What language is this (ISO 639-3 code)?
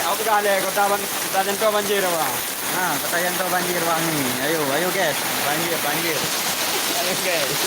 ace